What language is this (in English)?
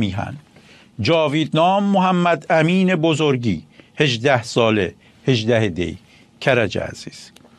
Persian